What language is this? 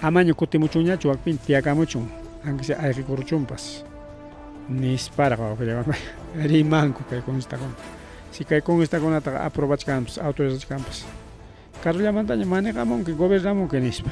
Ayacucho Quechua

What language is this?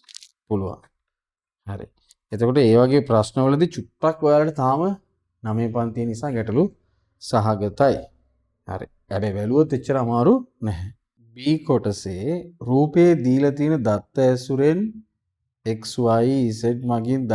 Sinhala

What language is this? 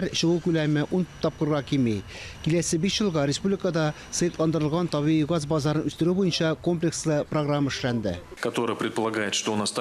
Tatar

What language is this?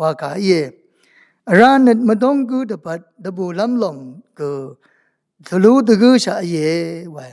Rawang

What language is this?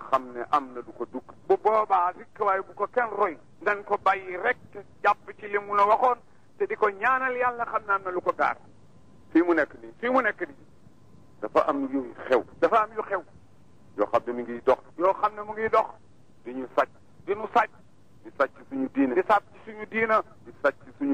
Wolof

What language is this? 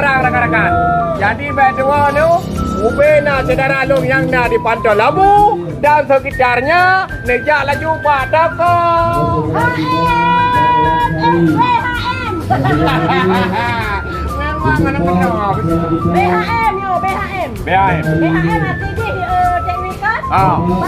Achinese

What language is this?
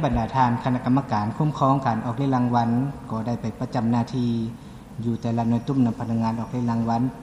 Lao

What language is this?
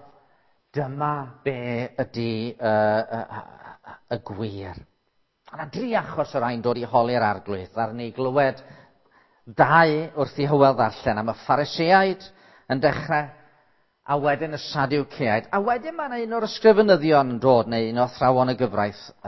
Welsh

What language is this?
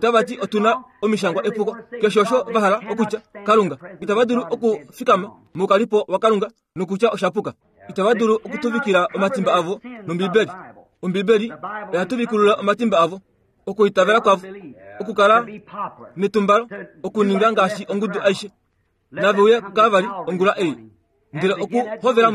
Kuanyama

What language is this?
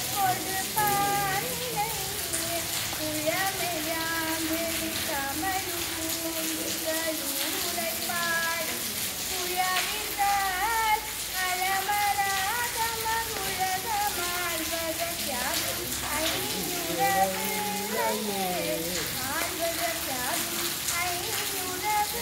Tamil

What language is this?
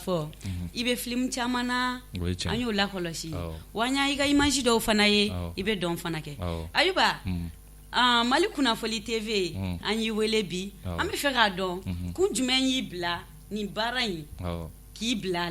Bambara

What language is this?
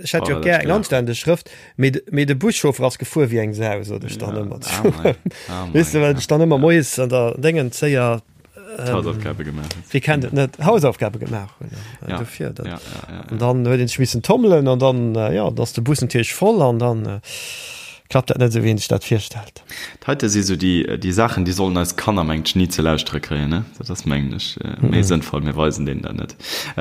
Luxembourgish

